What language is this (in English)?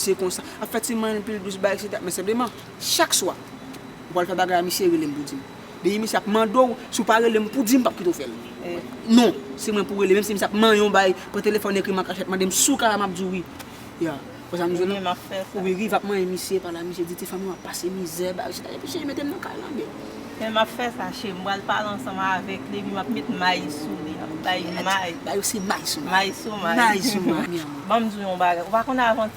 Haitian Creole